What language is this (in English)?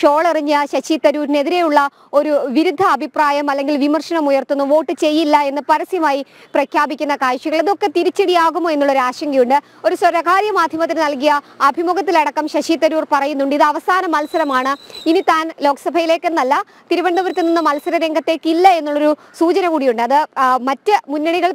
Malayalam